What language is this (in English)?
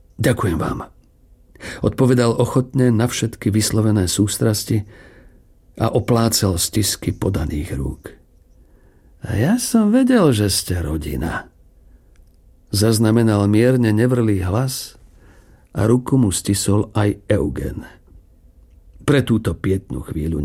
Slovak